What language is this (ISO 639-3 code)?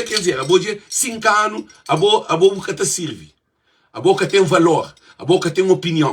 kea